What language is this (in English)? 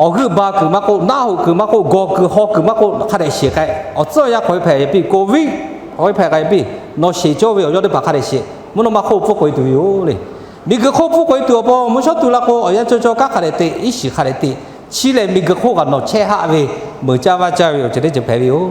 Lahu